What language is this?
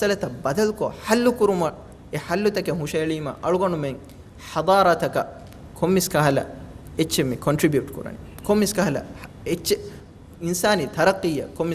Divehi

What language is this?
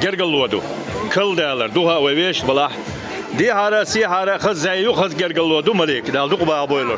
Chechen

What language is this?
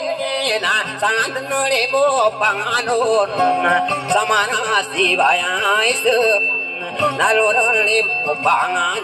Indonesian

